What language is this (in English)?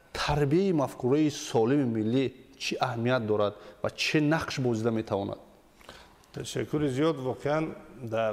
Tajik